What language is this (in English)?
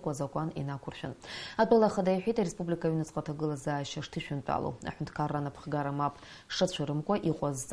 Abkhazian